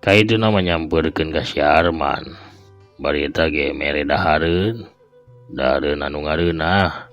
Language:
Sundanese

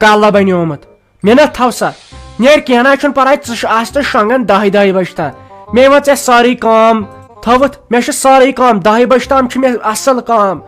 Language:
Kashmiri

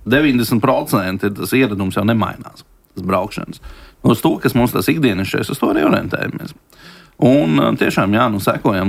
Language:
Latvian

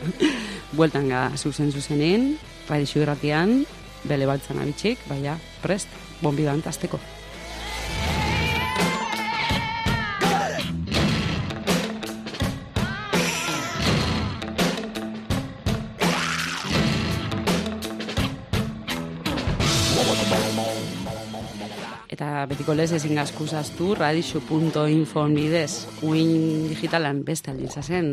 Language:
Basque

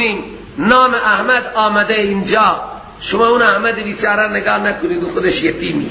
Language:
Persian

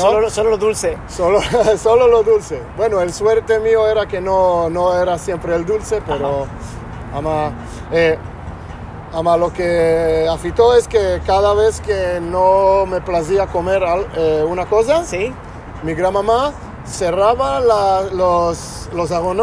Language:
Ladino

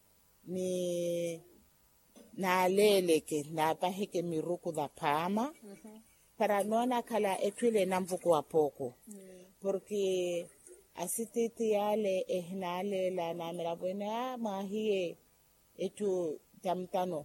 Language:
Makhuwa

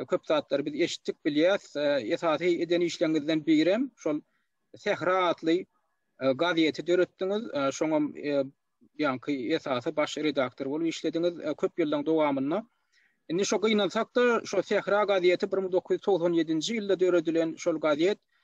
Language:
Turkmen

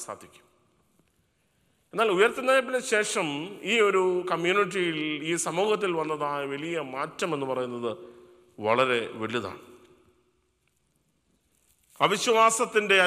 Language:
Malayalam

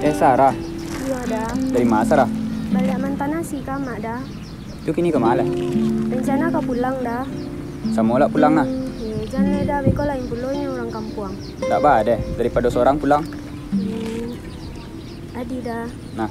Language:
Minangkabau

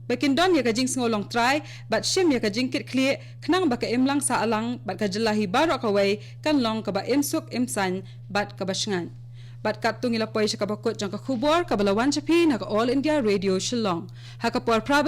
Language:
Khasi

